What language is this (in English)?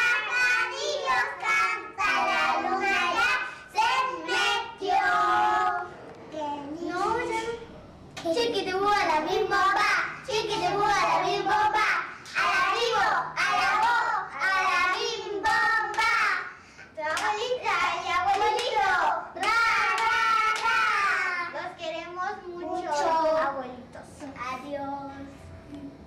Spanish